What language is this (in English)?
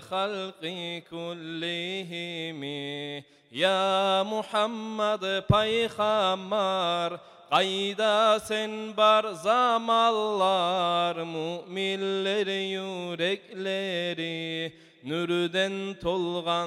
Kumyk